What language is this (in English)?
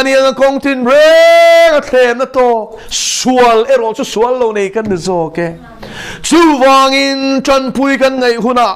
Mizo